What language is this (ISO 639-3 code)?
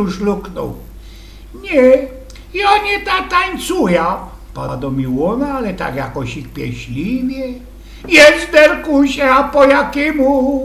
szl